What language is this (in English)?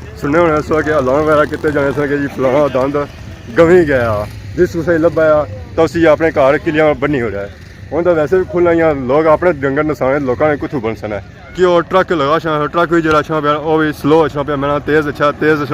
Pahari-Potwari